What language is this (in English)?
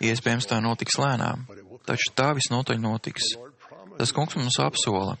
Latvian